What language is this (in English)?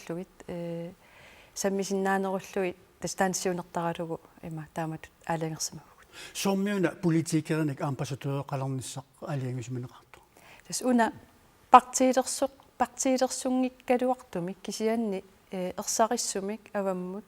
Kalaallisut